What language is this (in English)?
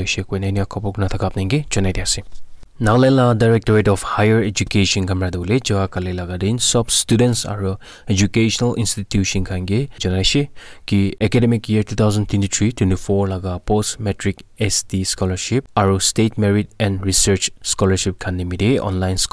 Naga Pidgin